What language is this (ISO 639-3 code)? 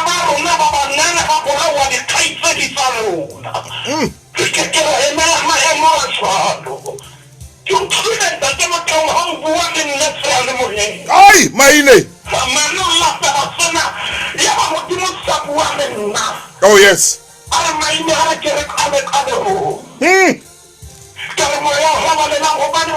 sot